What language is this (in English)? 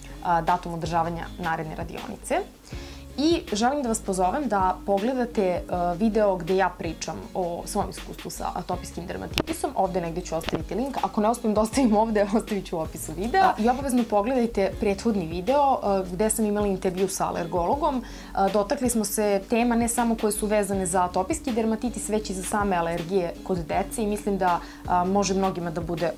Serbian